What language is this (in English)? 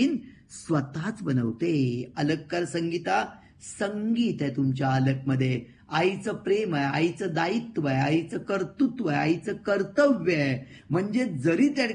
Marathi